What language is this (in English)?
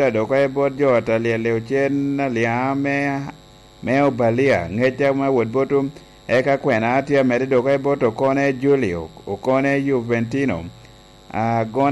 Lango (Uganda)